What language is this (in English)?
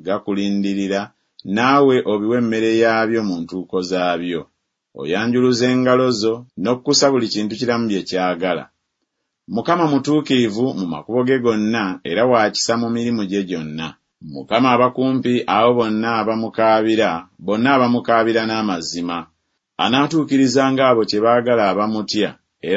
Ganda